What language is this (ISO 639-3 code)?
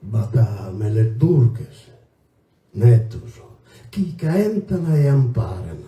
srd